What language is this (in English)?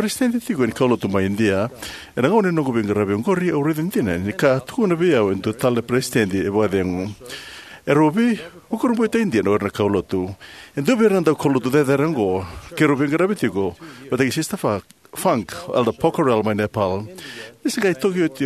Fijian